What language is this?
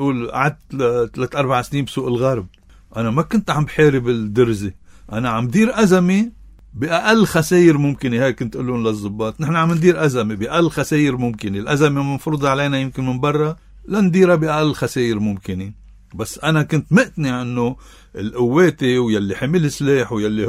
North Levantine Arabic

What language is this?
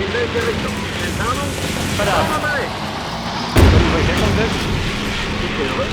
Bavarian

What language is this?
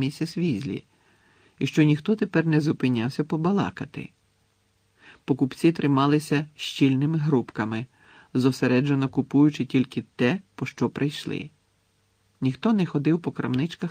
Ukrainian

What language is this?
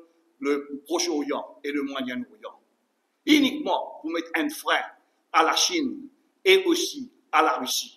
Morisyen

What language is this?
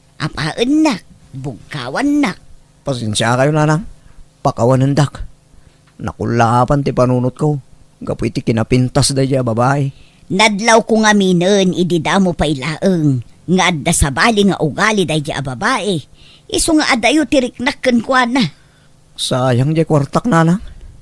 Iloko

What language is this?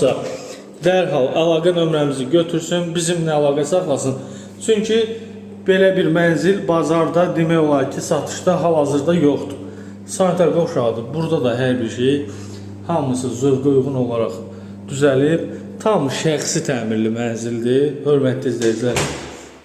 Azerbaijani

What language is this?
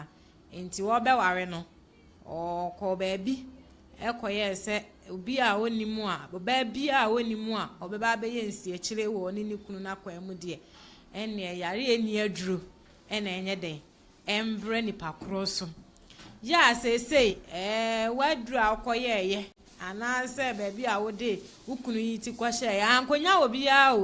Akan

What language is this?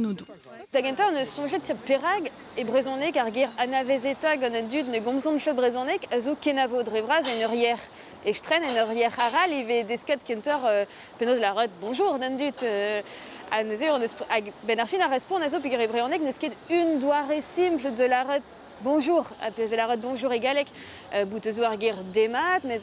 Breton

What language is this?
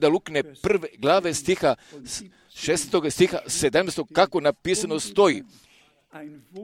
Croatian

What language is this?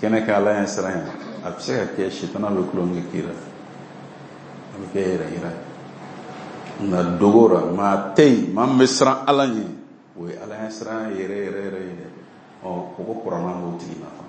Bambara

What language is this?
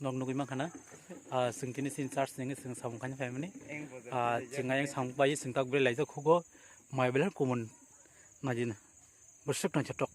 Kok Borok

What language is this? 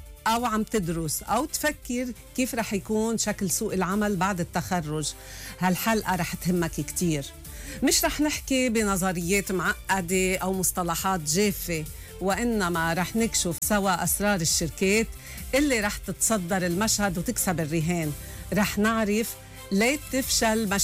North Levantine Arabic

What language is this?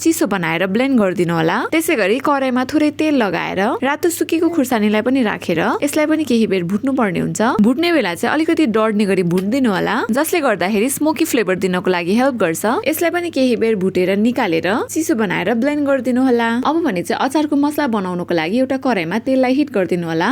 Nepali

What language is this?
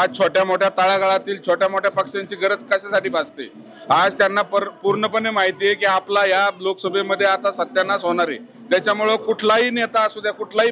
Marathi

